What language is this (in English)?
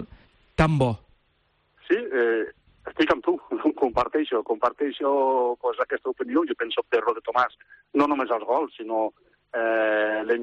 Catalan